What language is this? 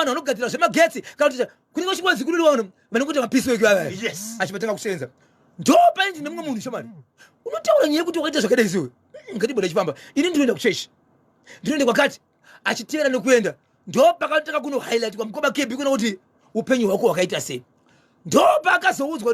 Shona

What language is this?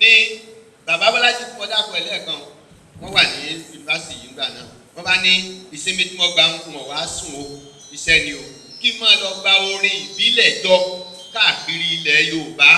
Yoruba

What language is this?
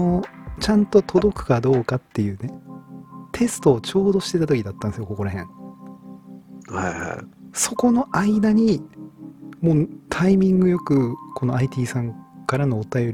Japanese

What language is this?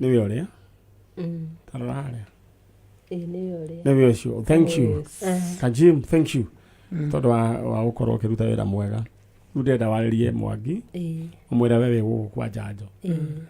Kikuyu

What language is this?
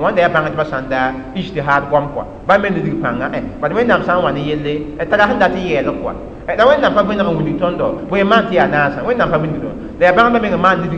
Mossi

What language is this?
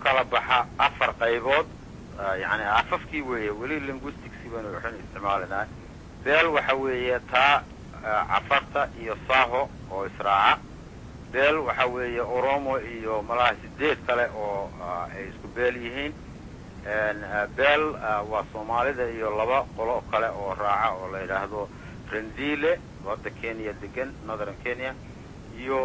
Somali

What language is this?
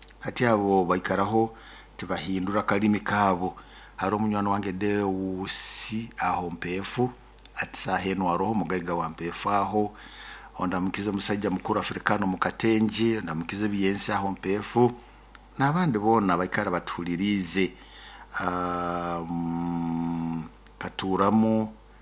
Nyoro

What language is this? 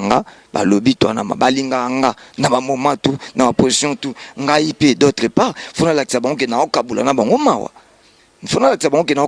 Lingala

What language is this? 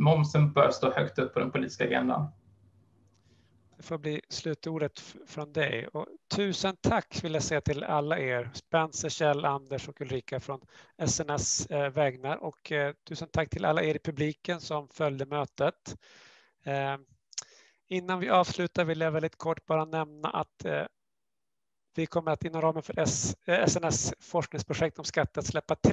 Swedish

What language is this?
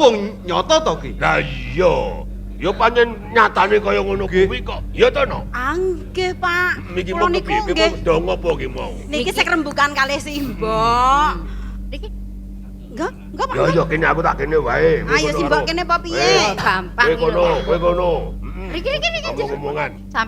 Javanese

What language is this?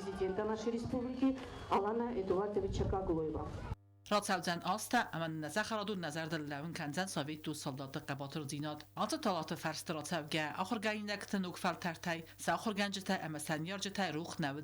Ossetic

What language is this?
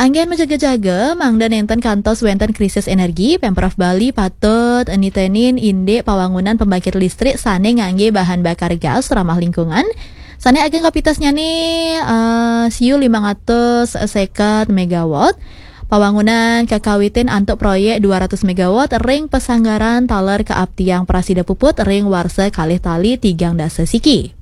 Balinese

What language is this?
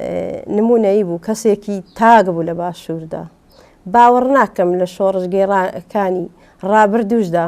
Central Kurdish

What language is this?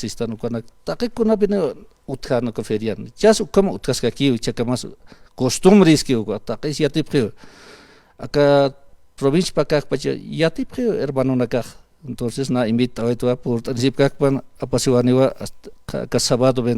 Aymara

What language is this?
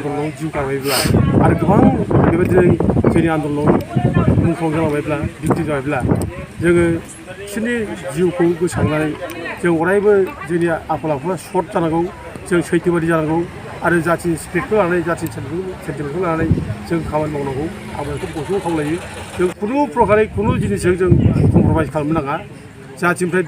Bodo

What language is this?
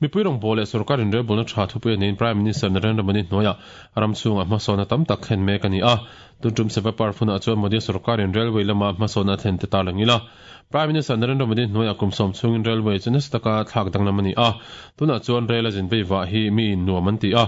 Mizo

